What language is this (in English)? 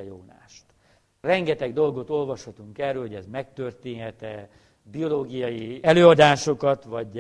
Hungarian